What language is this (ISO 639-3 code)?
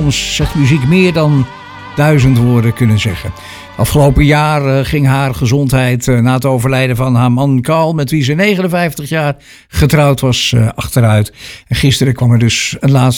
nld